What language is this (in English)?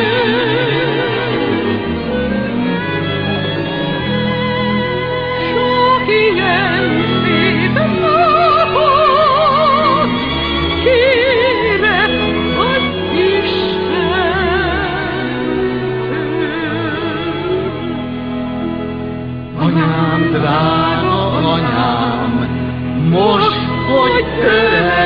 Hungarian